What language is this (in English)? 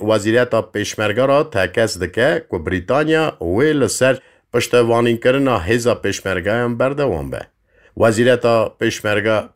Kurdish